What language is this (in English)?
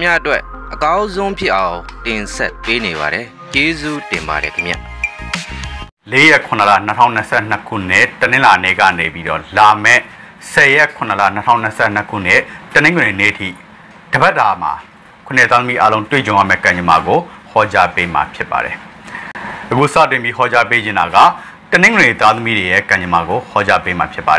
Burmese